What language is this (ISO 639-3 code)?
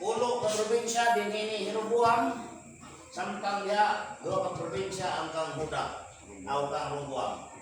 ceb